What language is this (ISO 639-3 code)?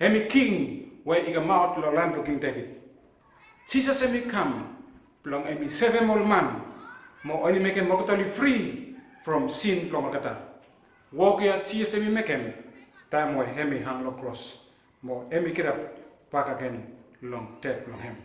bis